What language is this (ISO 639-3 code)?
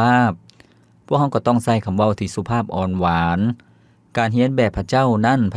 lao